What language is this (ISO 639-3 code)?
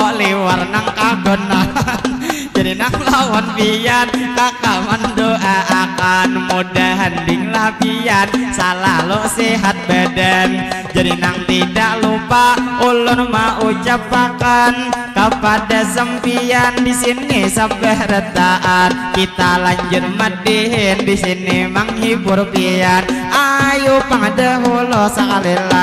bjn